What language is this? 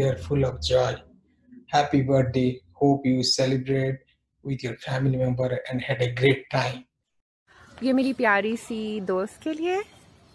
English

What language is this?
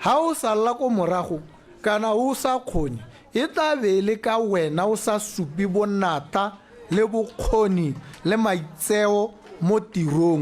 Tswana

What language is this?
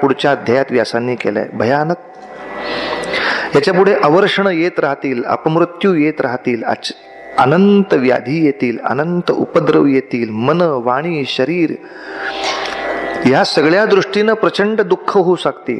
Marathi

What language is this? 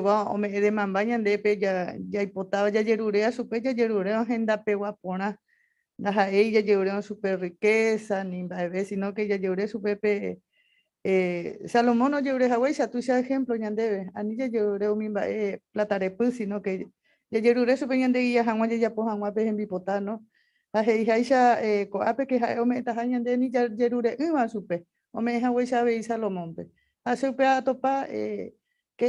Guarani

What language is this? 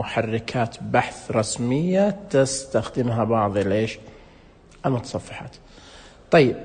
Najdi Arabic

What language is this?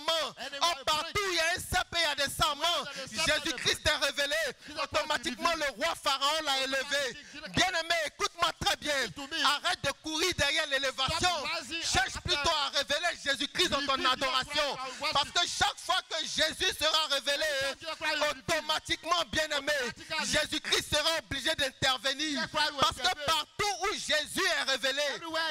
French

